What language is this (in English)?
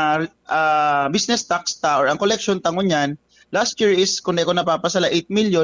Bikol